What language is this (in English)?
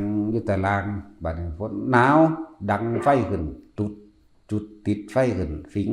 Lao